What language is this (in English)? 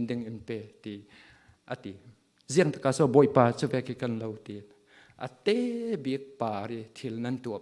Falam Chin